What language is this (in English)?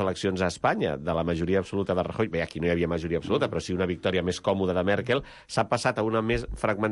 Catalan